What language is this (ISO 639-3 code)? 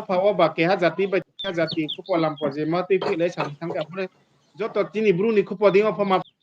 ria